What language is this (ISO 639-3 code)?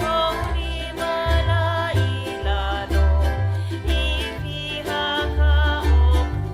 haw